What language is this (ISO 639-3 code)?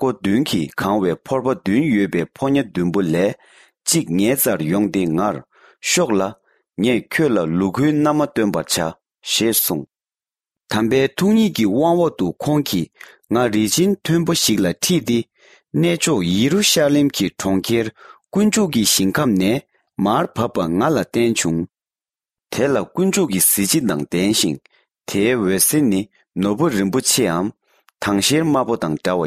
bod